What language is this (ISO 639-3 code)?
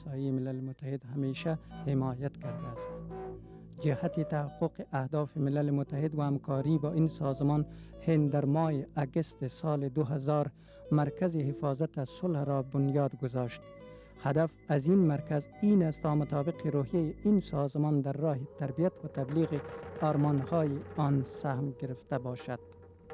fas